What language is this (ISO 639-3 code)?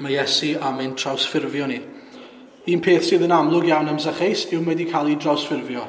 cym